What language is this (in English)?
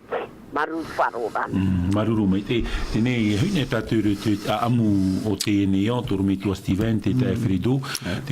Tahitian